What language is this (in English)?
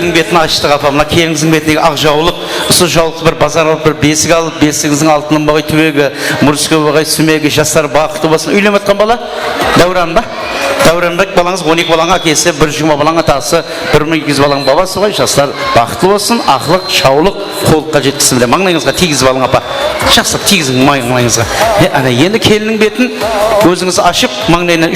Kara-Kalpak